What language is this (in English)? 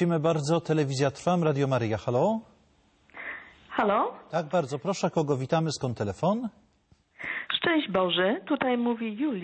Polish